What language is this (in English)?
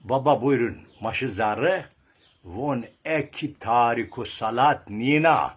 Zaza